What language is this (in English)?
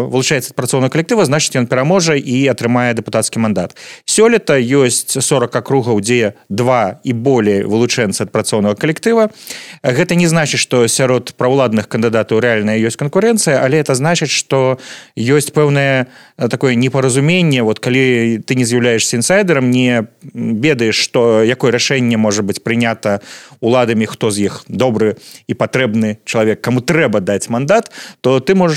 Belarusian